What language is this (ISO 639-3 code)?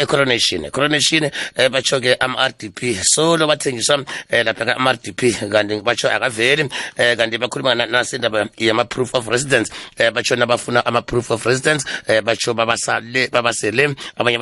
nbl